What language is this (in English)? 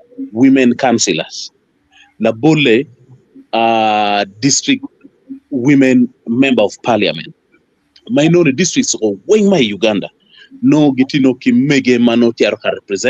Acoli